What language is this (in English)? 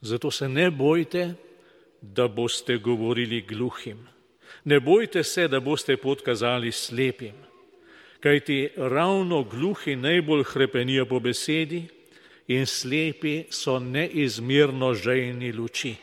Slovenian